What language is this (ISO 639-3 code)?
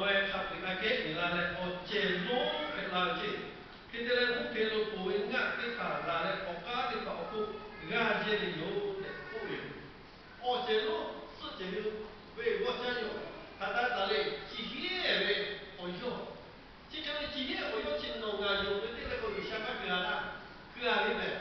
lhu